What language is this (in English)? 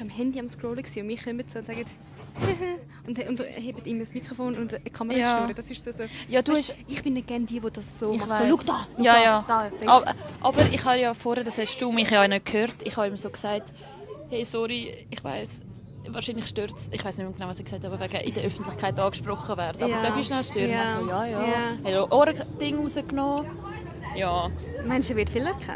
Swiss German